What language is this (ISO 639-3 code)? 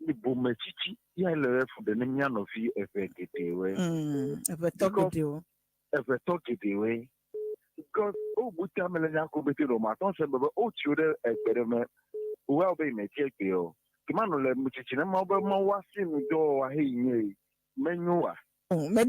ewe